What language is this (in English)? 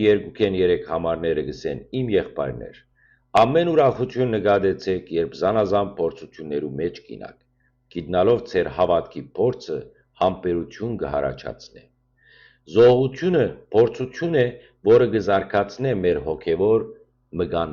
Western Armenian